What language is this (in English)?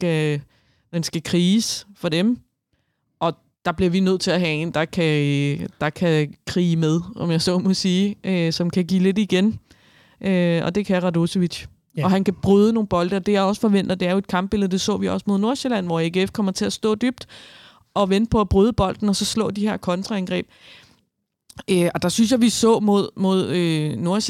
Danish